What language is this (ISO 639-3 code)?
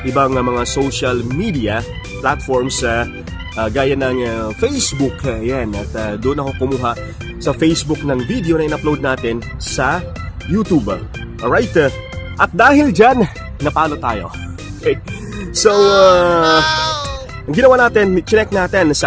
fil